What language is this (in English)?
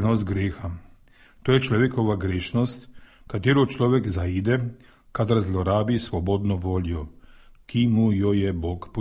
Slovenian